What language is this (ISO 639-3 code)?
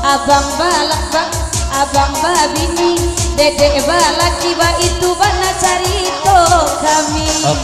min